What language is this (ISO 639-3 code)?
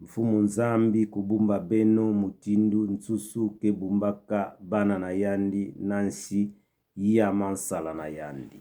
ktu